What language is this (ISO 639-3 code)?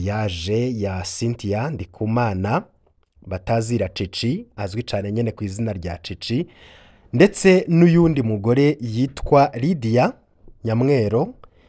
run